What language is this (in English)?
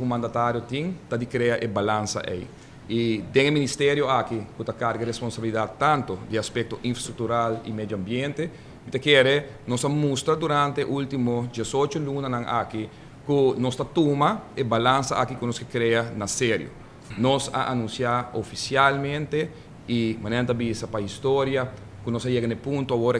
Papiamento